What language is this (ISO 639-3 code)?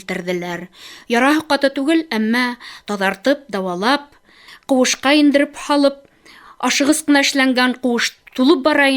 bak